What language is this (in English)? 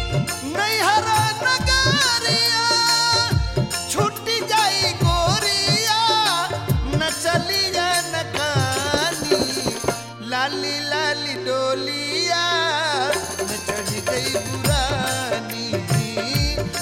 Bhojpuri